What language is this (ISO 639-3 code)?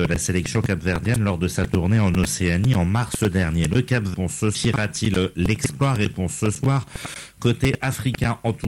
fra